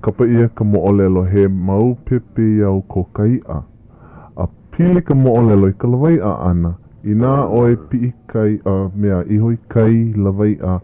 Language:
Hawaiian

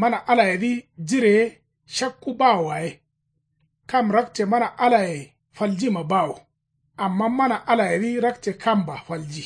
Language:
Kanuri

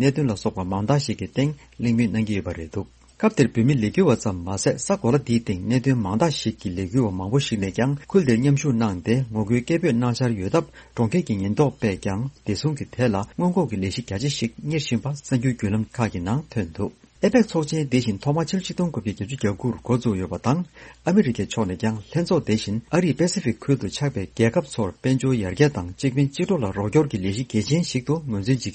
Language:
Tibetan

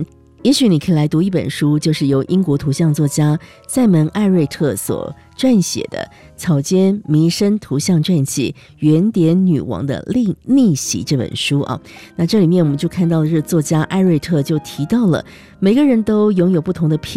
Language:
Chinese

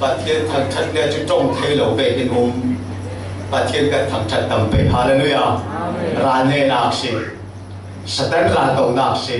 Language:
Falam Chin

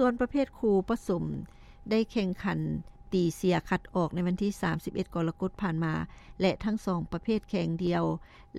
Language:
Lao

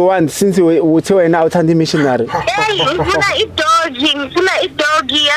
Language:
Zulu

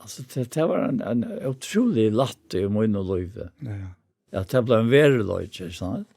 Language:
Faroese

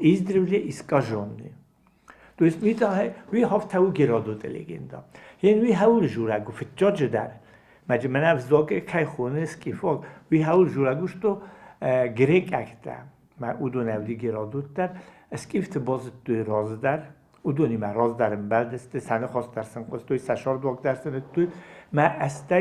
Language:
Ossetic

